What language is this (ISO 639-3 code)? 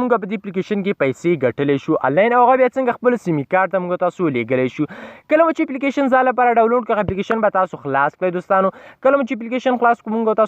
pus